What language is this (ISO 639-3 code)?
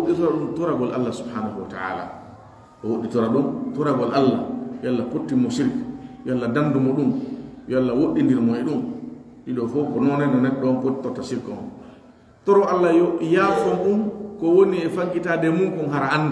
fuf